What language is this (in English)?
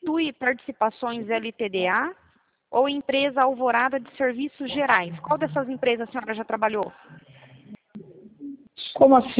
Portuguese